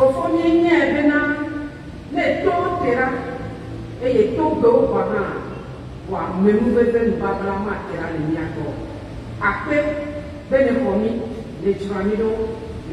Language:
Ewe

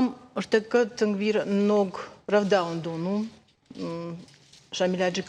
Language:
Ossetic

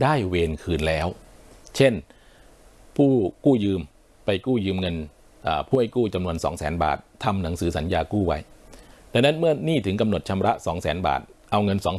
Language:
Thai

